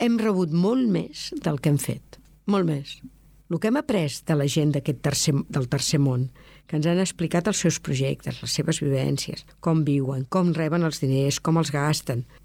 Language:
Catalan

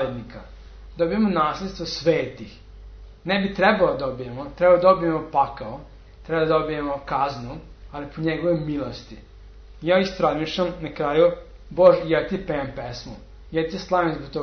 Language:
Serbian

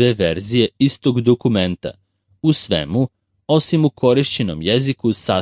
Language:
Serbian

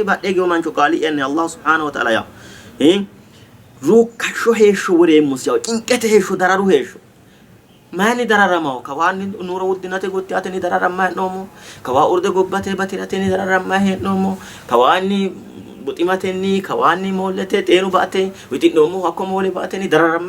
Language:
Sidamo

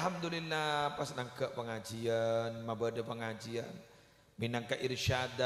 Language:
Madurese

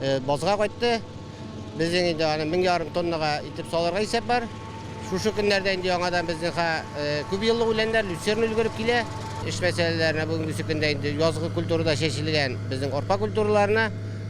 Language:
Tatar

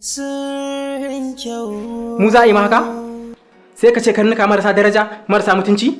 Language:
Hausa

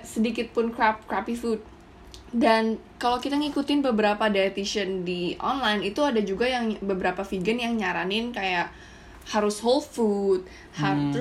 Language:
Indonesian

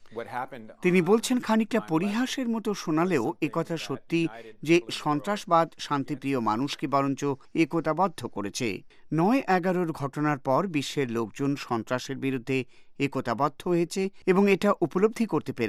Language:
Bangla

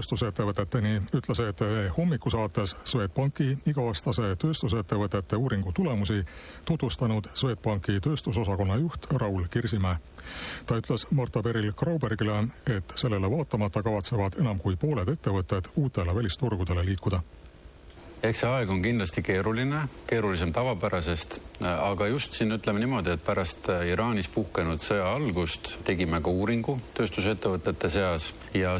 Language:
Estonian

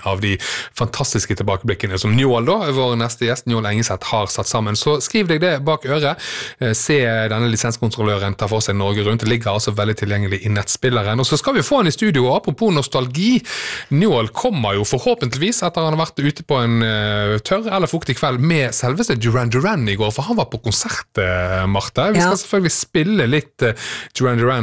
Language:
Norwegian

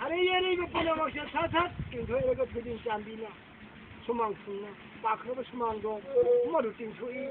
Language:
Manipuri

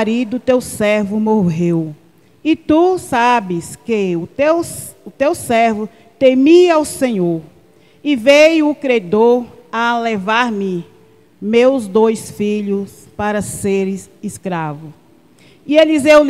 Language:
Portuguese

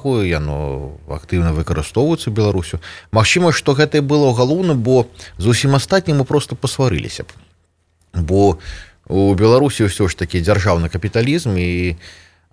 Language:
Belarusian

